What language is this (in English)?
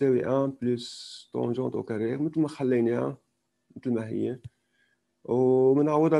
North Levantine Arabic